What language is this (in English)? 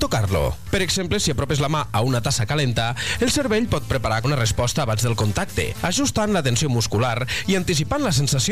Catalan